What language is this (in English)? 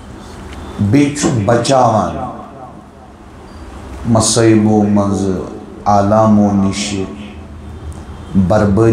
Kashmiri